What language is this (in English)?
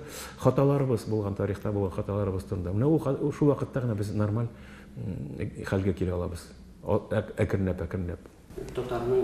Tatar